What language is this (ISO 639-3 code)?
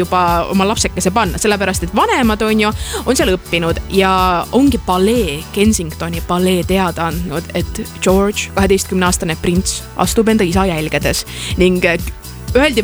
est